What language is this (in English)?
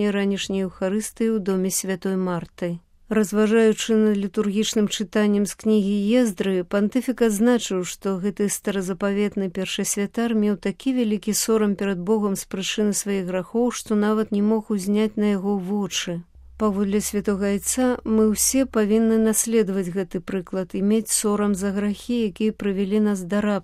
Belarusian